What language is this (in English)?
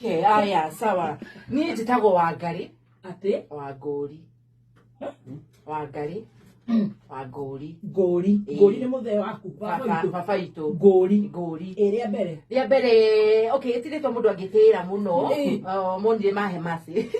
Kikuyu